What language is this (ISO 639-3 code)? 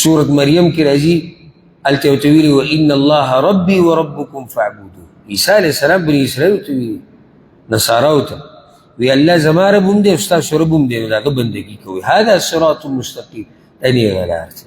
pus